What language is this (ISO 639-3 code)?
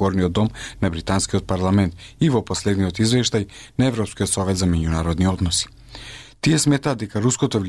mkd